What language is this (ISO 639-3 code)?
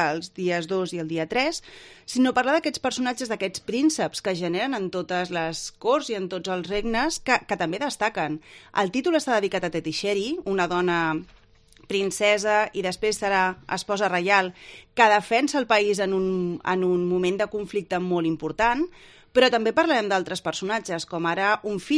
cat